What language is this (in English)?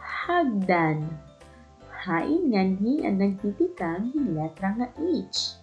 Waray